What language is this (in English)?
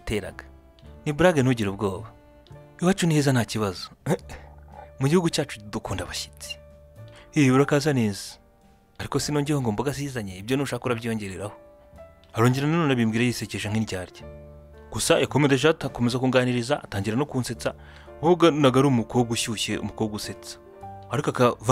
Kinyarwanda